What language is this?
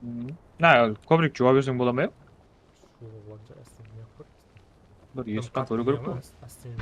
Kara-Kalpak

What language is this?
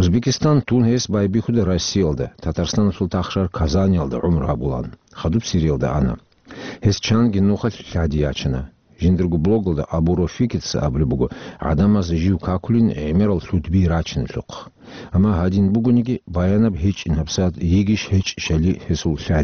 Avaric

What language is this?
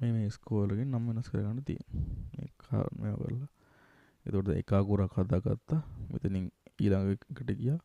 Sinhala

